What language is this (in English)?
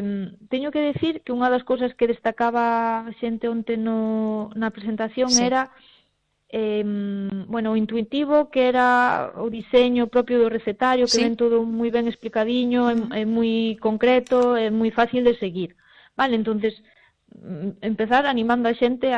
Galician